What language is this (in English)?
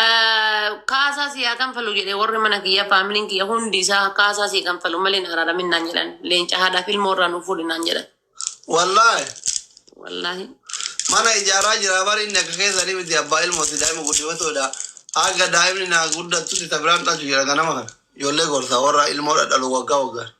Oromo